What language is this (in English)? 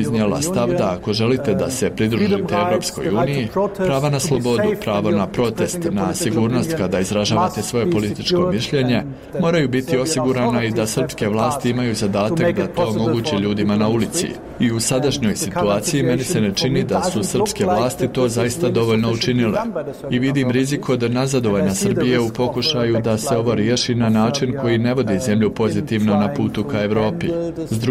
Bosnian